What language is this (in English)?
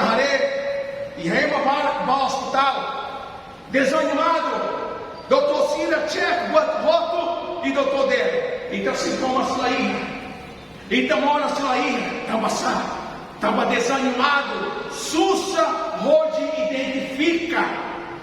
Tetum